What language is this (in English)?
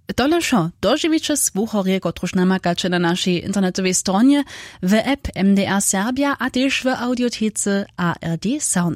Upper Sorbian